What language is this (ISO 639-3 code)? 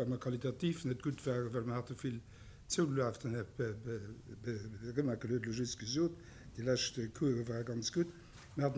ltz